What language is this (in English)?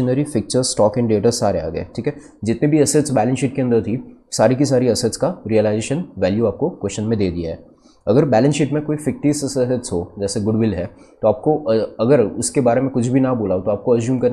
Hindi